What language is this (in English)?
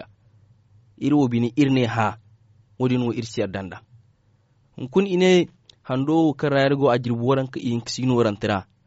Zarma